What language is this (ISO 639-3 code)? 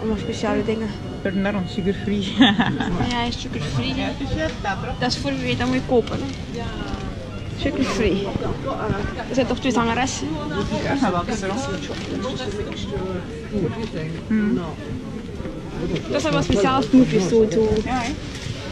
nld